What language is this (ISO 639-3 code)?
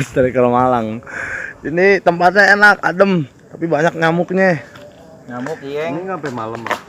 bew